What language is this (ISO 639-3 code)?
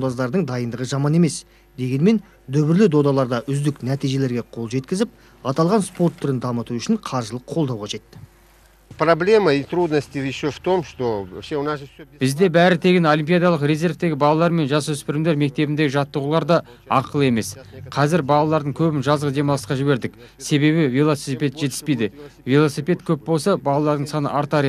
kaz